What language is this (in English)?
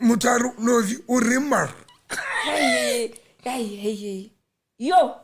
Southern Sotho